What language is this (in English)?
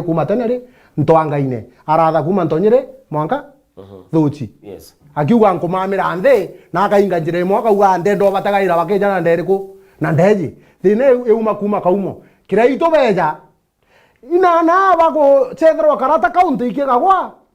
Meru